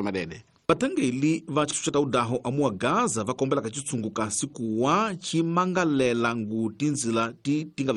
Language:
Tsonga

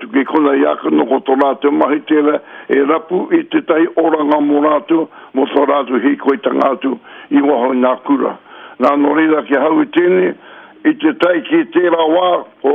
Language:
Māori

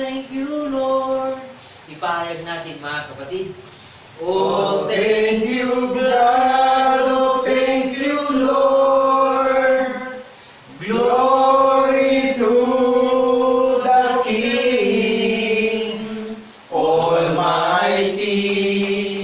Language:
Filipino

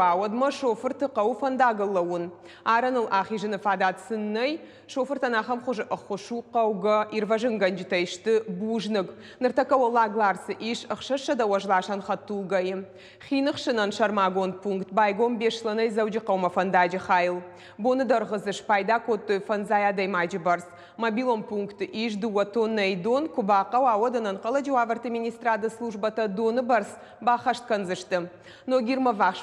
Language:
Ossetic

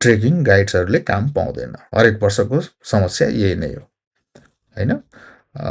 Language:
Nepali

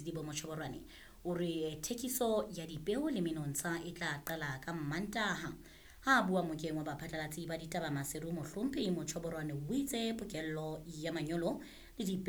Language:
Southern Sotho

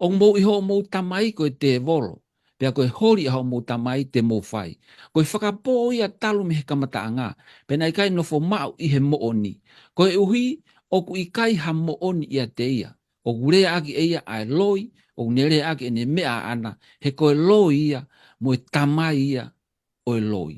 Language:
Tongan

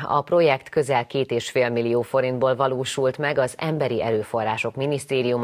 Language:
Hungarian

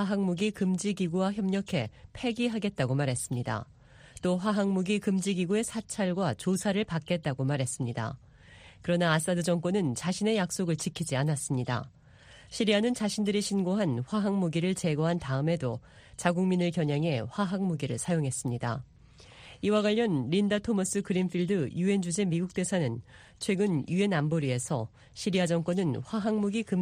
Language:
Korean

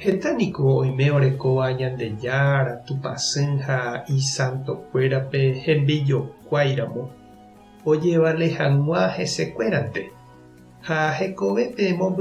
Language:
Guarani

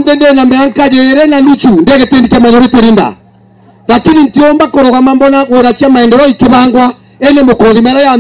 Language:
Meru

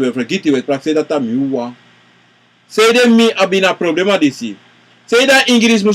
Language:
Sranan Tongo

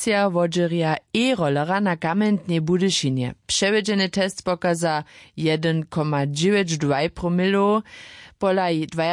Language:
Upper Sorbian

